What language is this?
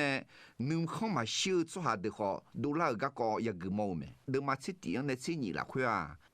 Akha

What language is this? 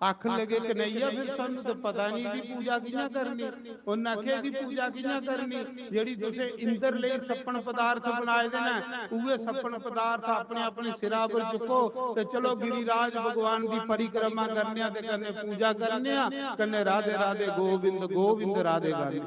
Dogri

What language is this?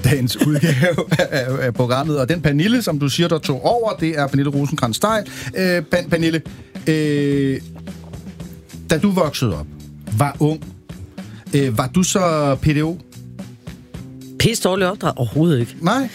Danish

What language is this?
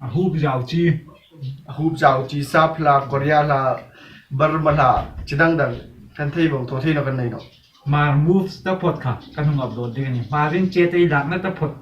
Hmar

